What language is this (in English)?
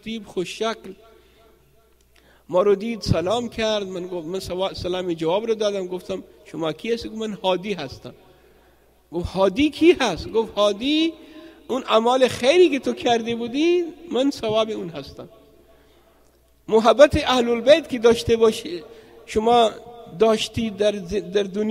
Persian